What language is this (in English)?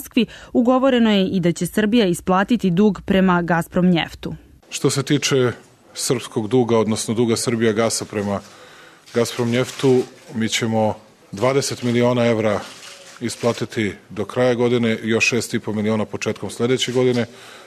Serbian